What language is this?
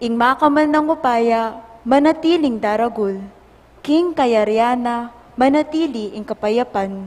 Pampanga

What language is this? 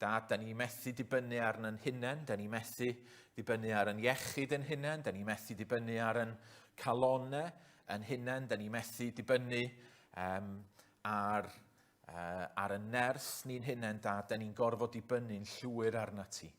Welsh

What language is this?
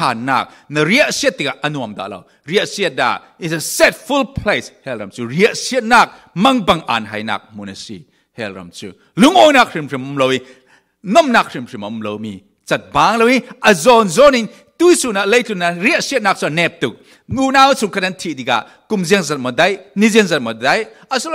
Falam Chin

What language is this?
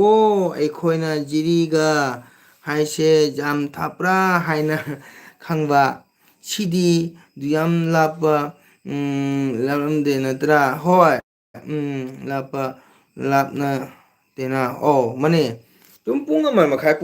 Manipuri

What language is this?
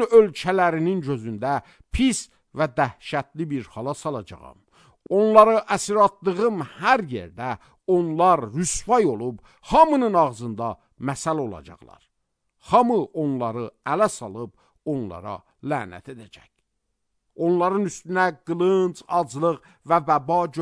Azerbaijani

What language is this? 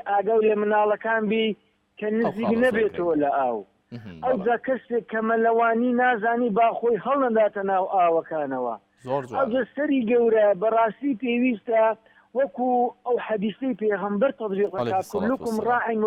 Central Kurdish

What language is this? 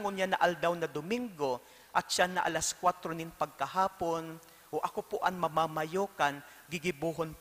Bikol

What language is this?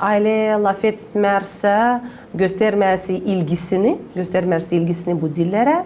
Gagauz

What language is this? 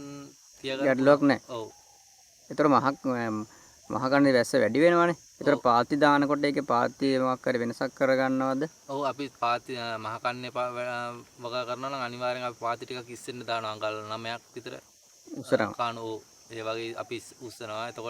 Sinhala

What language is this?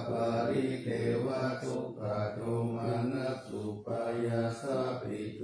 Pali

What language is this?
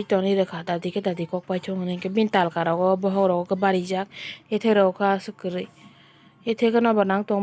Kok Borok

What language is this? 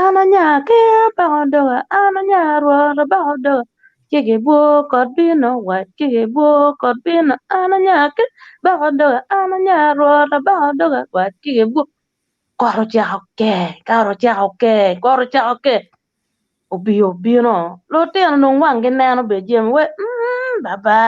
Acoli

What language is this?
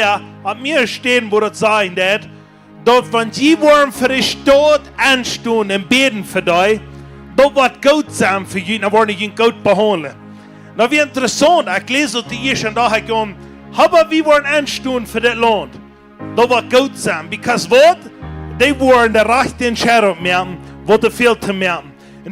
Plautdietsch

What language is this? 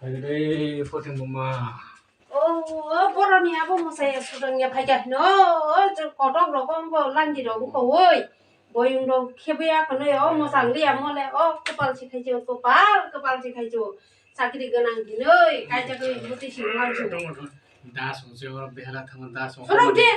Kok Borok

